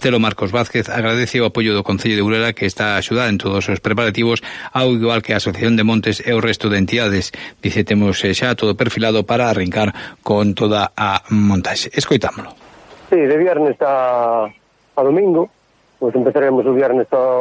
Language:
Galician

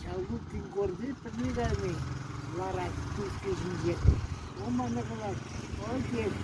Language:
Chuvash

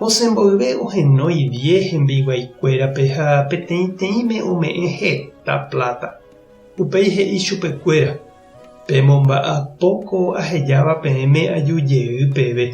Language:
Guarani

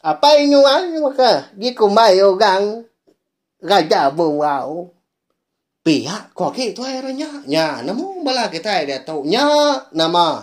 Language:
Iban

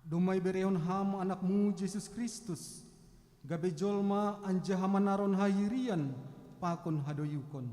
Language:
Batak Simalungun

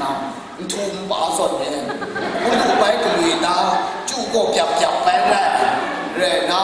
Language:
Kachin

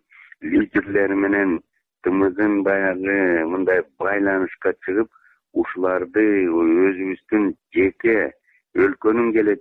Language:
Kyrgyz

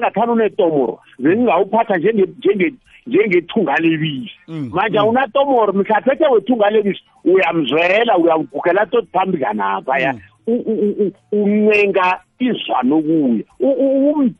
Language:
South Ndebele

